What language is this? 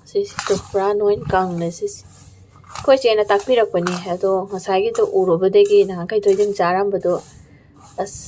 Manipuri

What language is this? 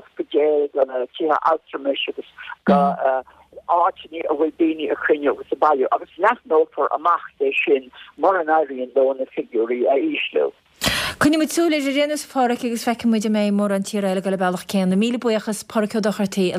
Irish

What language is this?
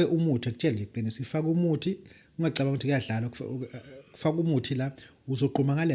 Zulu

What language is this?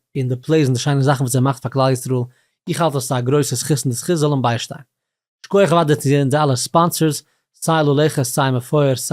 Yiddish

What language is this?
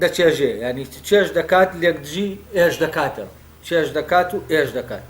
Central Kurdish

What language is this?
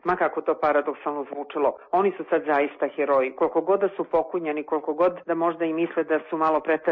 Serbian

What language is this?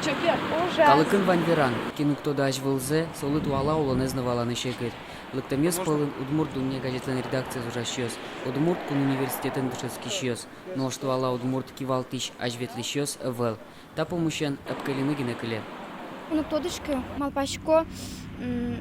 Udmurt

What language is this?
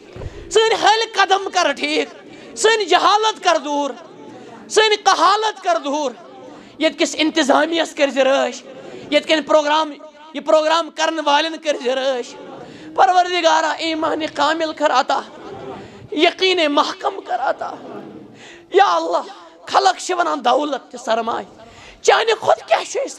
Kashmiri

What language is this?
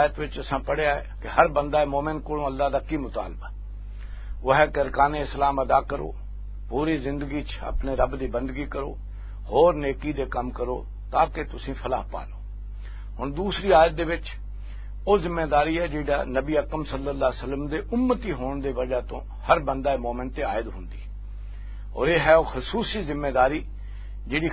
Western Panjabi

